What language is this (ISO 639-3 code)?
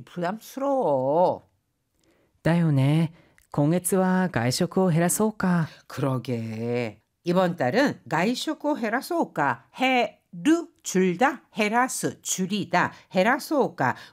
kor